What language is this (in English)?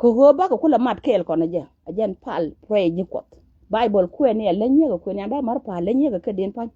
Nuer